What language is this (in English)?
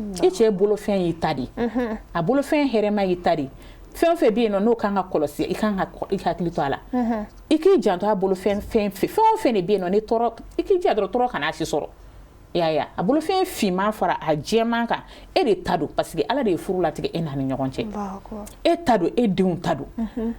Bambara